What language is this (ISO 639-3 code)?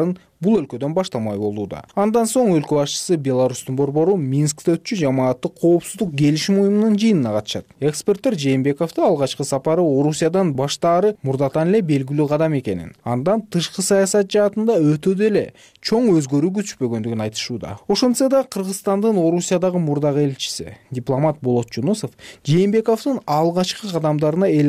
kir